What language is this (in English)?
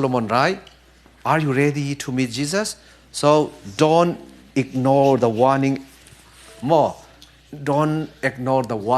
Falam Chin